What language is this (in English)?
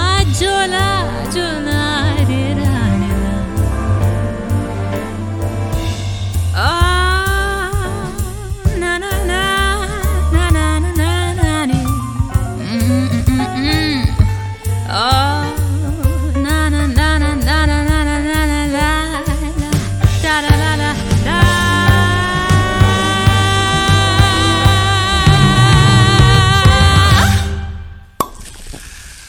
Telugu